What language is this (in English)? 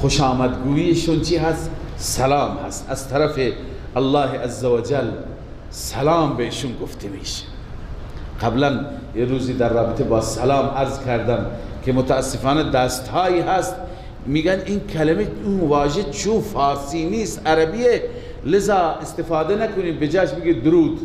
Persian